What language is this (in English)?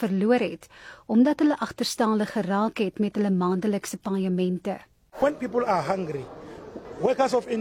Afrikaans